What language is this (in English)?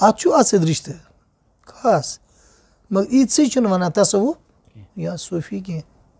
Kashmiri